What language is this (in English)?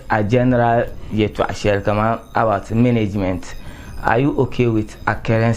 Dagbani